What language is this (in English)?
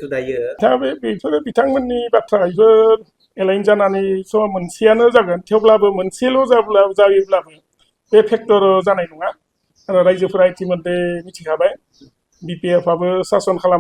Bodo